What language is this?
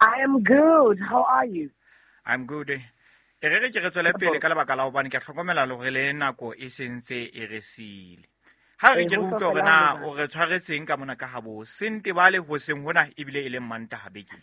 Southern Sotho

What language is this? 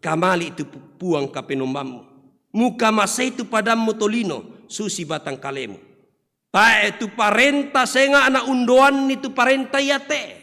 Toraja-Sa'dan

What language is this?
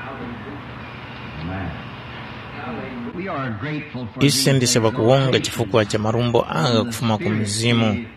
Tumbuka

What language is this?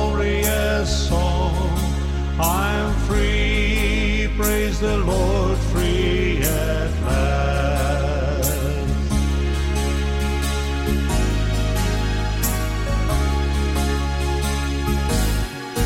English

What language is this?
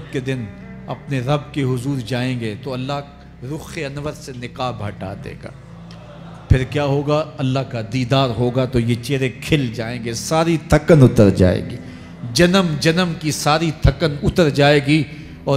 Urdu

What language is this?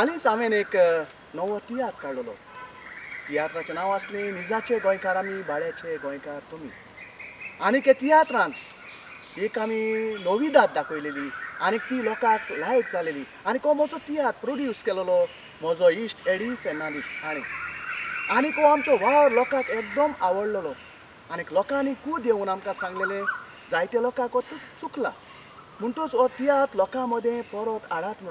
Konkani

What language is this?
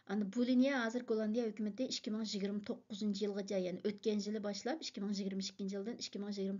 Uyghur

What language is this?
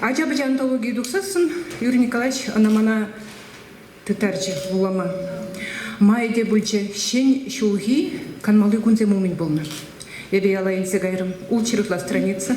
Chuvash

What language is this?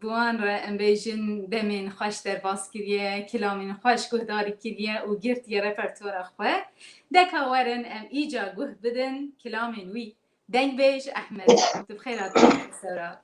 Kurdish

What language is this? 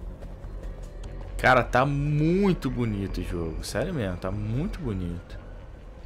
Portuguese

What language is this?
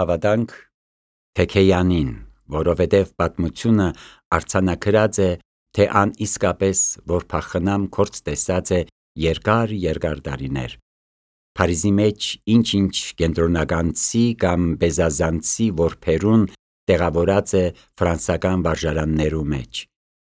Armenian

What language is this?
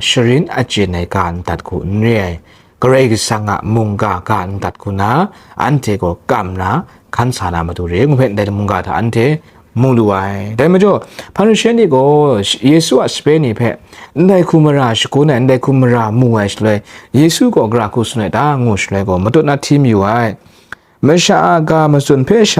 Kachin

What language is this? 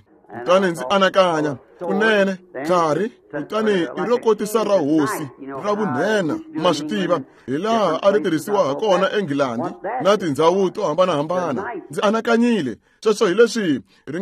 Tsonga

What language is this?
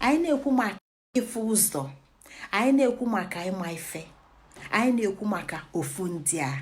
Igbo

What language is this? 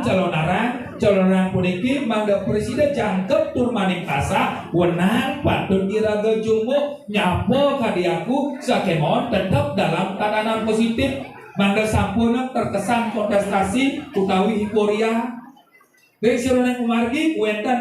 Balinese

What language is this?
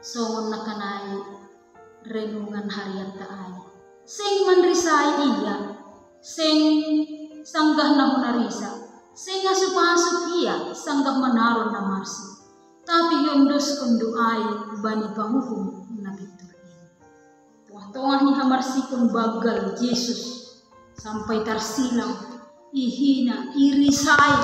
Batak Simalungun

